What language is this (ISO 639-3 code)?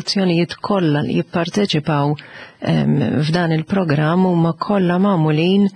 mlt